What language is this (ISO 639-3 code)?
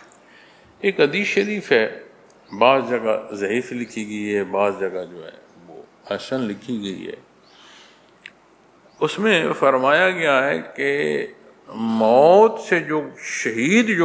urd